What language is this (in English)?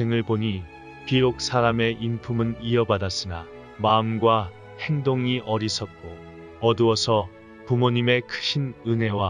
Korean